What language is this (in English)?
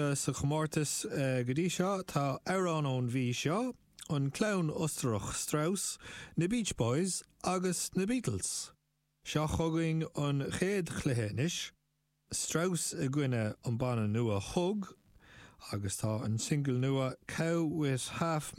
Irish